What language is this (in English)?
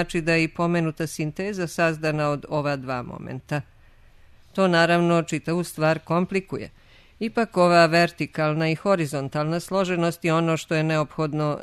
Serbian